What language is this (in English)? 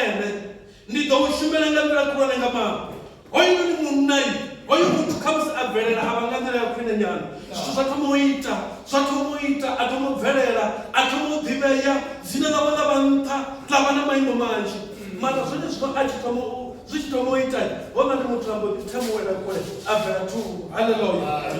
Venda